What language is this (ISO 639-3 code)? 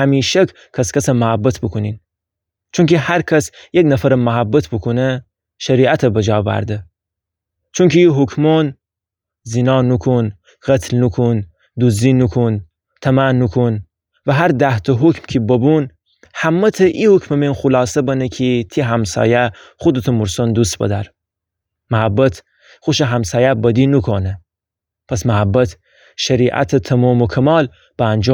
glk